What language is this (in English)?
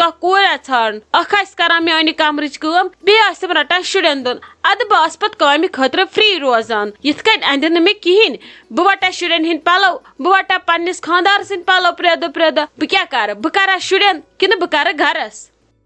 Kashmiri